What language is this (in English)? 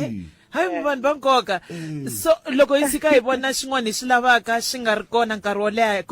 Tsonga